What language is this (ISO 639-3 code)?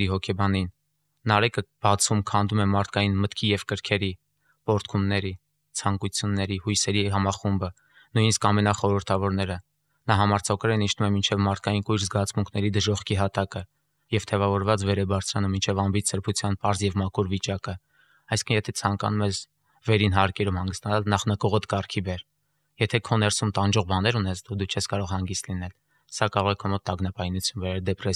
hye